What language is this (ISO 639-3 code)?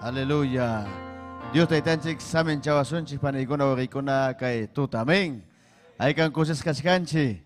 quy